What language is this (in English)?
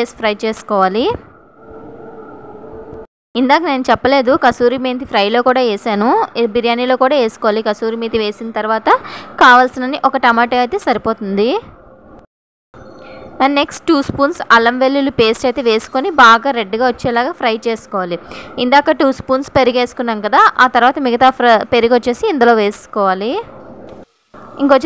Telugu